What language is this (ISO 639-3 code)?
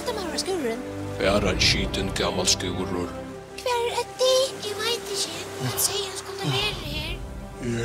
fao